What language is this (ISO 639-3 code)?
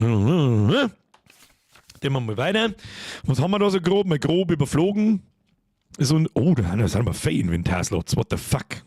bar